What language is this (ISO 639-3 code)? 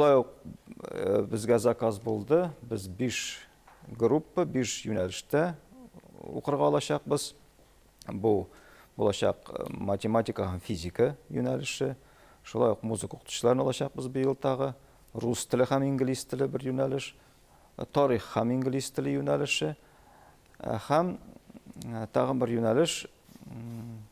tat